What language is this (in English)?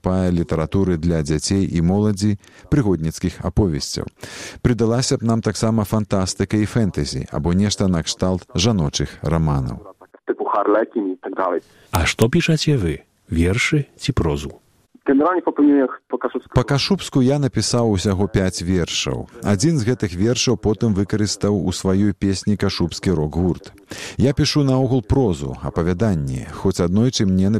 Belarusian